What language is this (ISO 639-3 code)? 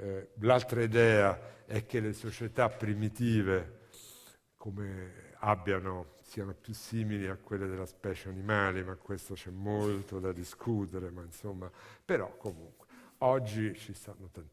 ita